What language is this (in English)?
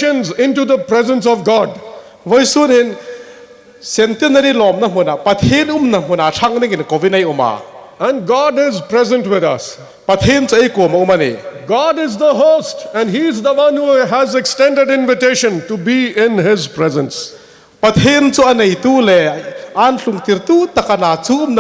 Hmar